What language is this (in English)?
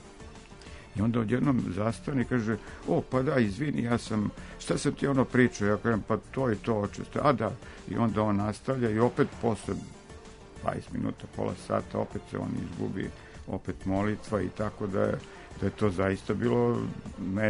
Serbian